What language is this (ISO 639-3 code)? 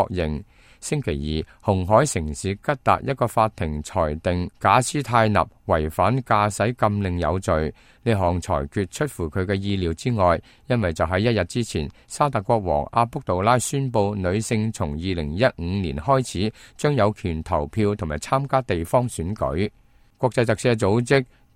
yue